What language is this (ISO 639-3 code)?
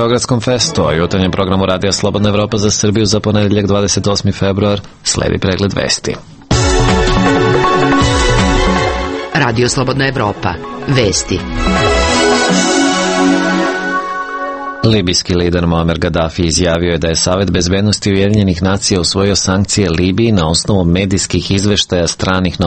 srp